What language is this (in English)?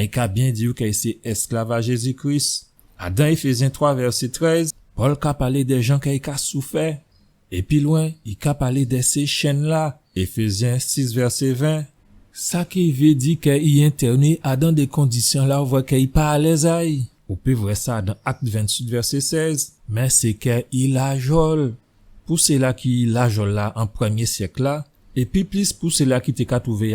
Guadeloupean Creole French